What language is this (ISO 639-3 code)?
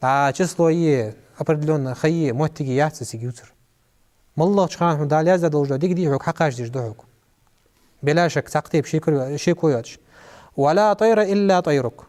inh